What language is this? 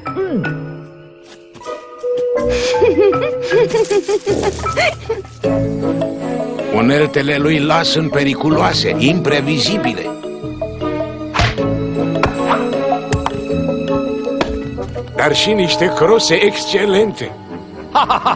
Romanian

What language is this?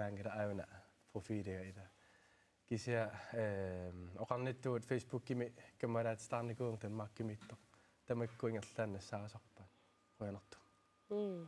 Kalaallisut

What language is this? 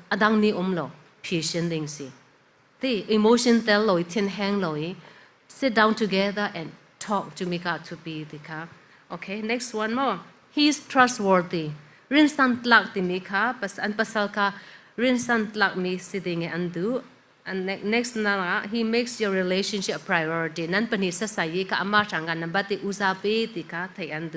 Falam Chin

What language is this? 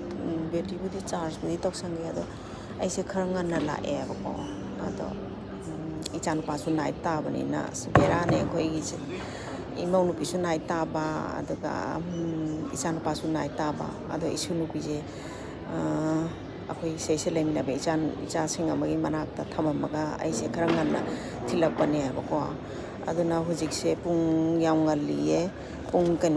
Manipuri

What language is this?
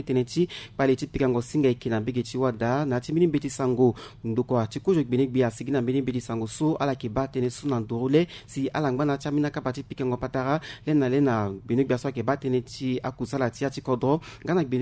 Sango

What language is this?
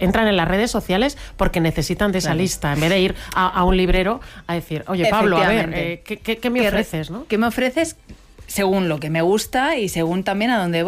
Spanish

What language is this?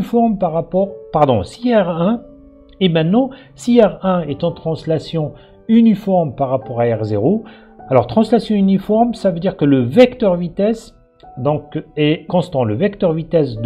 French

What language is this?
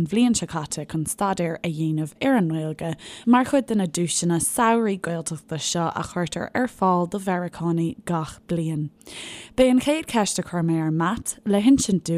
Irish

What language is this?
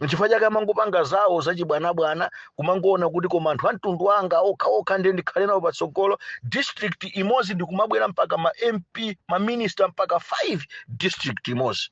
Nyanja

